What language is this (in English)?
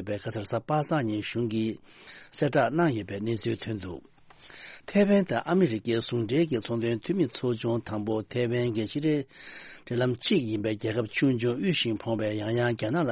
Tibetan